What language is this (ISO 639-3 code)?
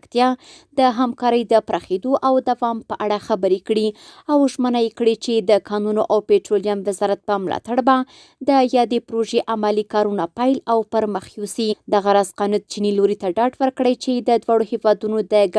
pus